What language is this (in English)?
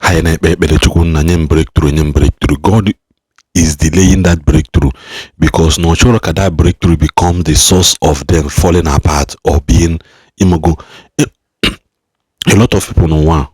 Igbo